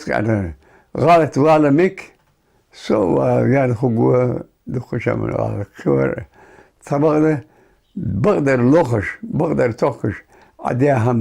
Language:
Ingush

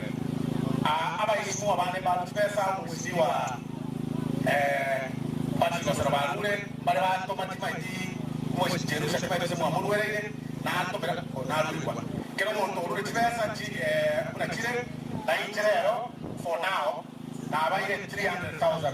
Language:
Gusii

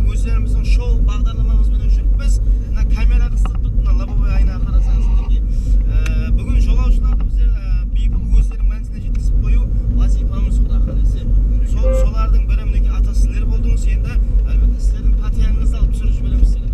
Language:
Kara-Kalpak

